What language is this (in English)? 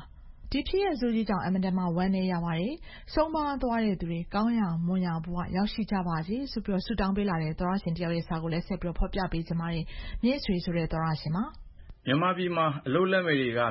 Burmese